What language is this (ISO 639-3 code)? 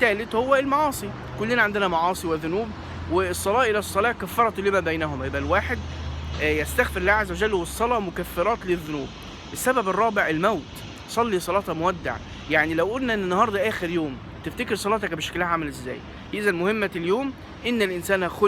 arz